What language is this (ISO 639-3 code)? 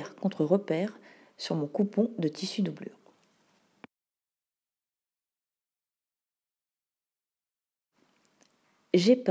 fra